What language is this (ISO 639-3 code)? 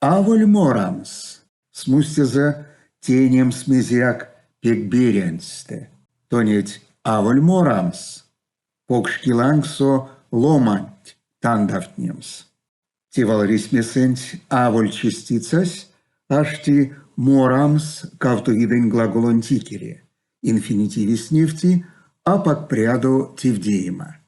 myv